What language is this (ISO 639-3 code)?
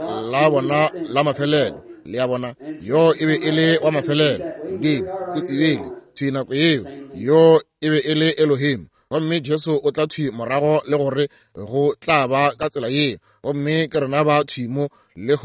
nso